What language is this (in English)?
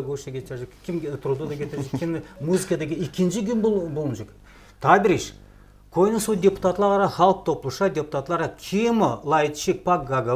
Gagauz